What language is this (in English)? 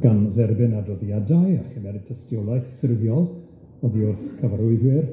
Welsh